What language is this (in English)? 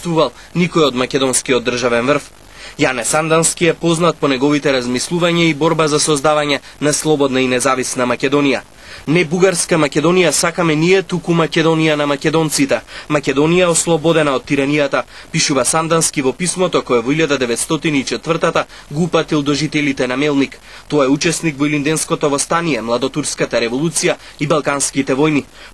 Macedonian